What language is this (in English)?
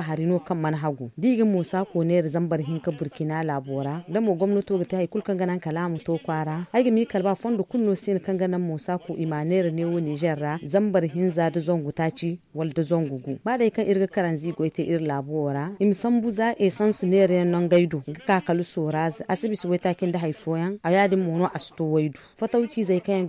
Zarma